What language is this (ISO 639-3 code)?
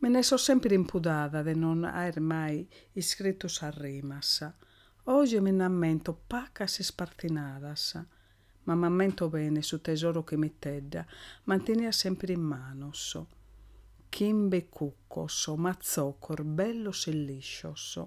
srd